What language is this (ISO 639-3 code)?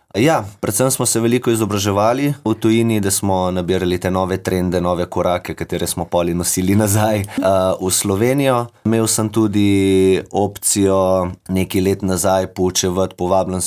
slv